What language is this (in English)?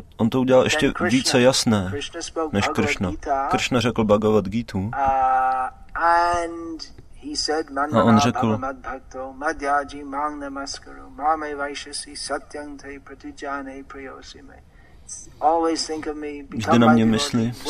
Czech